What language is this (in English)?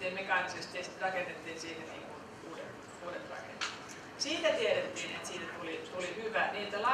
Finnish